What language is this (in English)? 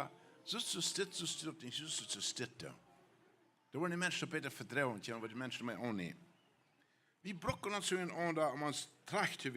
Plautdietsch